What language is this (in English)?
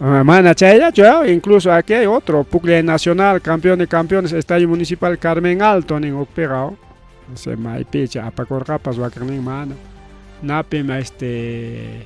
Ayacucho Quechua